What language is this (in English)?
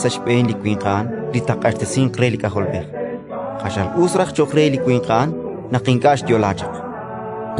Kekchí